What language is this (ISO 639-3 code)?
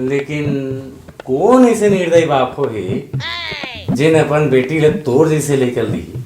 hne